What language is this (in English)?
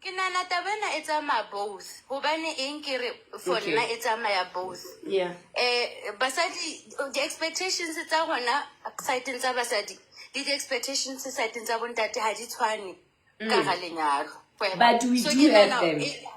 Southern Sotho